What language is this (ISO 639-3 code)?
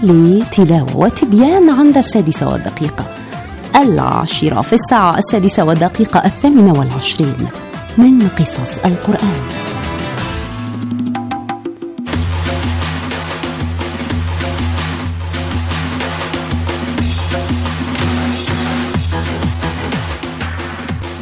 ara